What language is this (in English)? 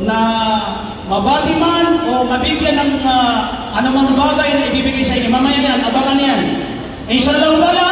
Maranao